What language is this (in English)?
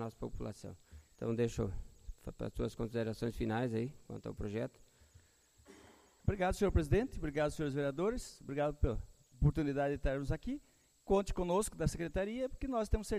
Portuguese